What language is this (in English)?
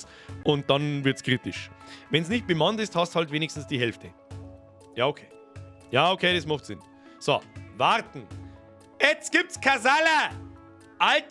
Bavarian